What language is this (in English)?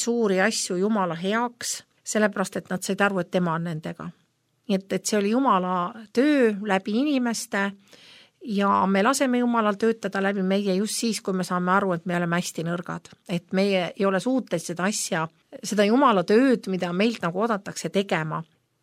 Estonian